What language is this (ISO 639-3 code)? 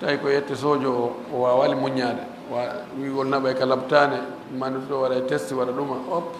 ful